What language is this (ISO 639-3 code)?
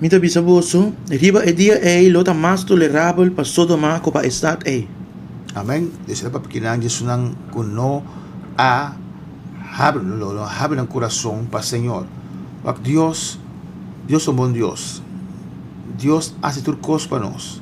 pap